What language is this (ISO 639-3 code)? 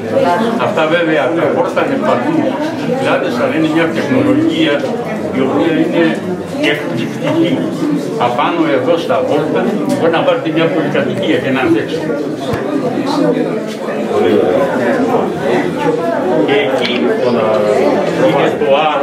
ell